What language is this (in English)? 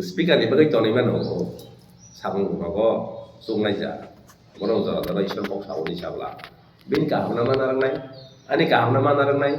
Kok Borok